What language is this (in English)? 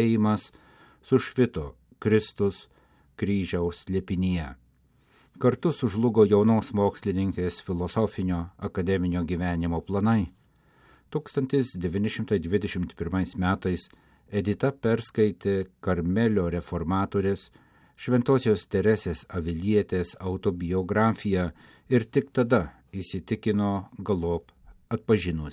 Lithuanian